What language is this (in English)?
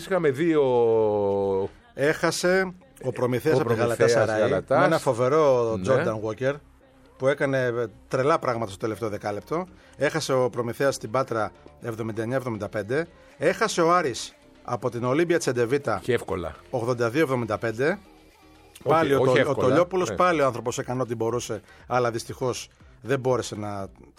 Greek